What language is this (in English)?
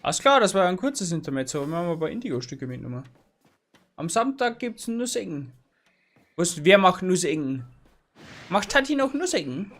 Bavarian